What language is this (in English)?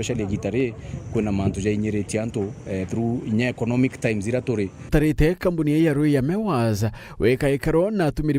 Meru